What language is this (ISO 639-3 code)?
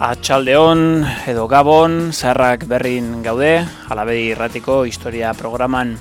eus